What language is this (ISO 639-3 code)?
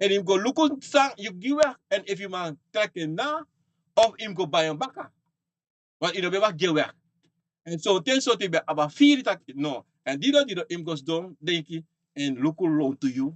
srn